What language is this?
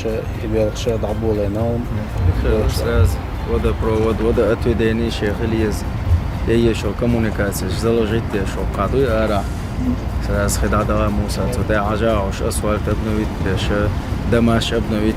Chechen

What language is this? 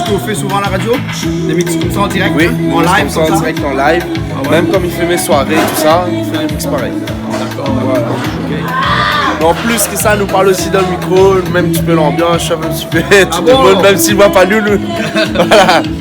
Réunion Creole French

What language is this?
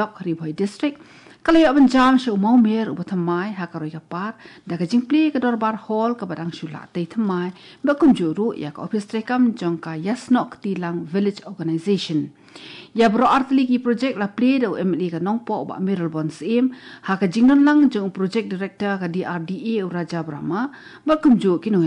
Khasi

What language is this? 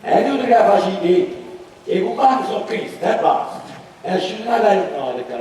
Neapolitan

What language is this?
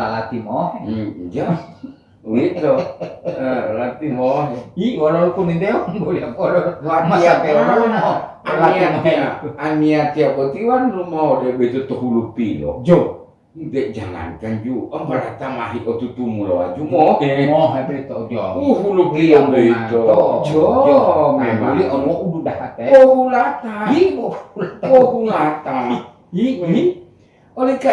Gorontalo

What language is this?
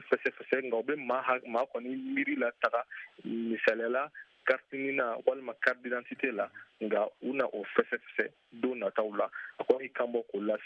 Bambara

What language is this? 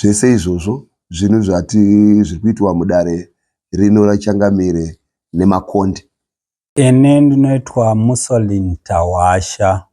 Shona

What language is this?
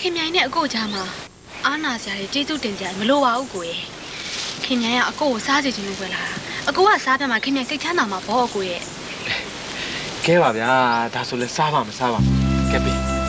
Burmese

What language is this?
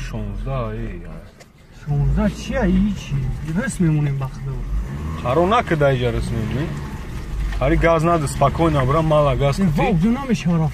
Tajik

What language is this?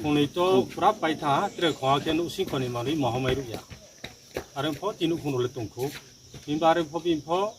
Riang (India)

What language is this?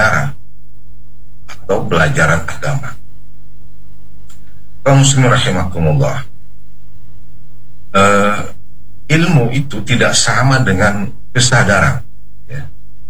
Indonesian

